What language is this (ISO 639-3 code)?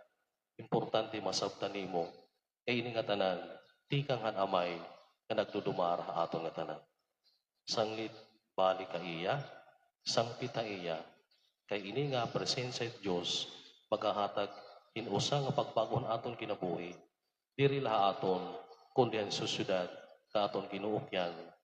war